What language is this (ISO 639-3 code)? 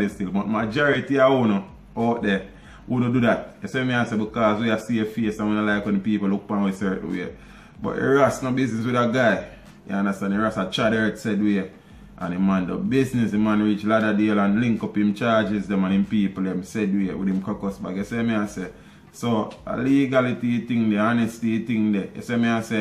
jam